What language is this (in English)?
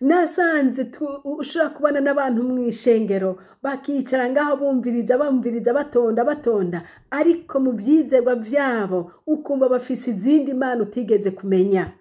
Rundi